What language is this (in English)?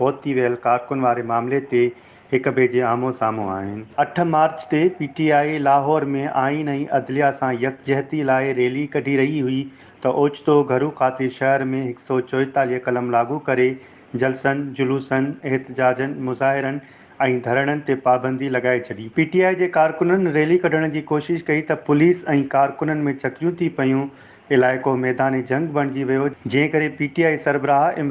Sindhi